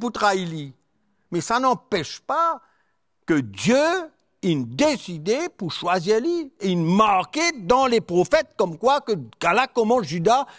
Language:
Morisyen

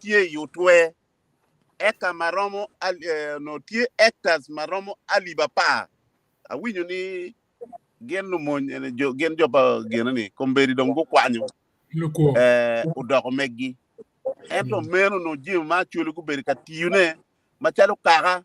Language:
Acoli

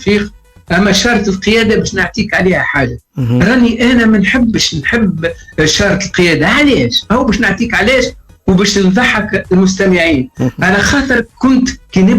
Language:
Tunisian Arabic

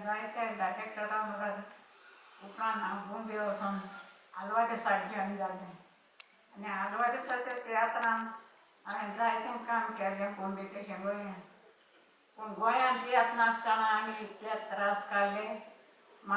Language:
Konkani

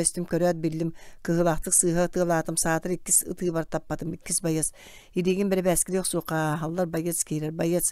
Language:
Yakut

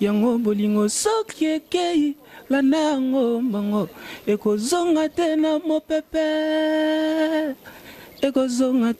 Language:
Lingala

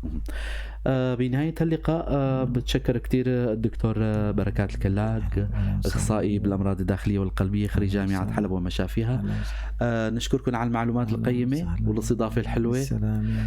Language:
North Levantine Arabic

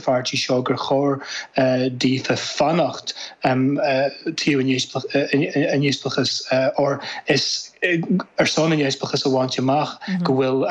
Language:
Irish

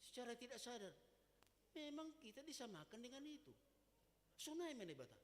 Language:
Batak Simalungun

